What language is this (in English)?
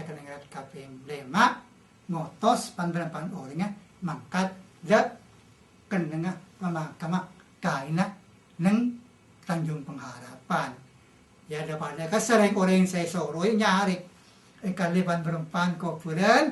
Madurese